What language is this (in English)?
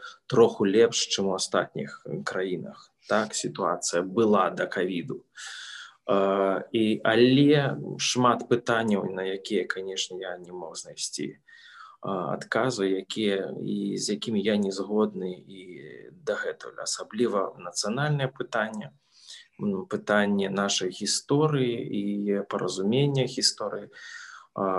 Belarusian